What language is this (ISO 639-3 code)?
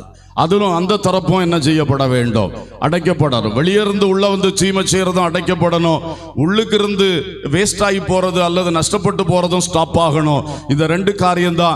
tam